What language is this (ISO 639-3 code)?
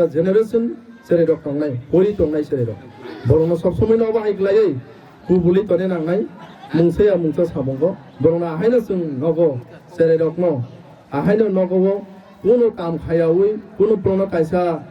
trp